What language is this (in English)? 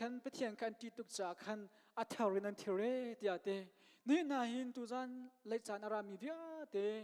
Hakha Chin